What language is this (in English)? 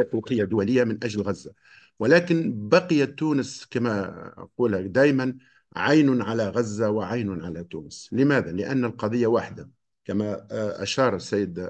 Arabic